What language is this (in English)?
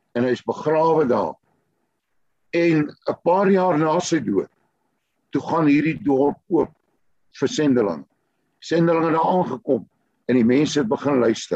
Afrikaans